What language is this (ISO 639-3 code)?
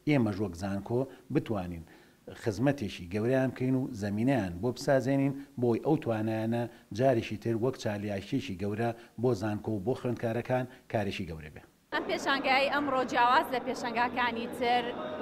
ckb